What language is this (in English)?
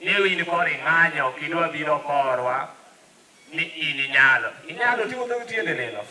Luo (Kenya and Tanzania)